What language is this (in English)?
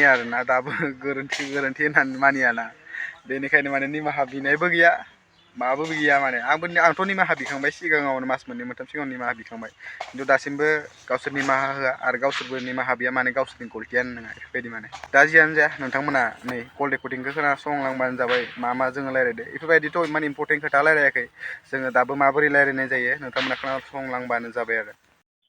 Bodo